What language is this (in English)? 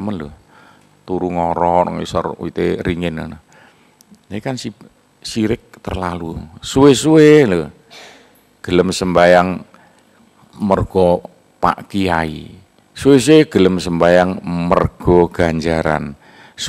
Javanese